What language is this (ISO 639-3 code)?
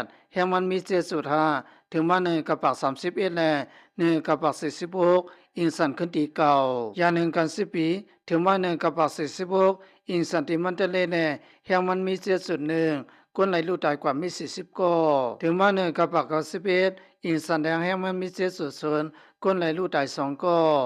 lao